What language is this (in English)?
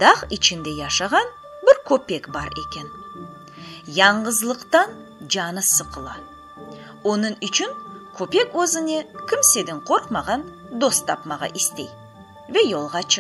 Crimean Tatar